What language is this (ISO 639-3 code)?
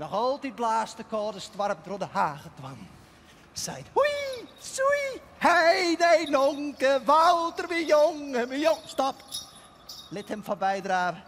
fry